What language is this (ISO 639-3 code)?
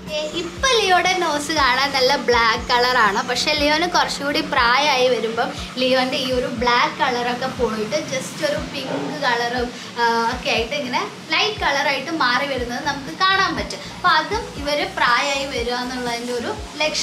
mal